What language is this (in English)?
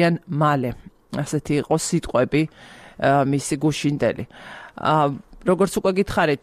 Georgian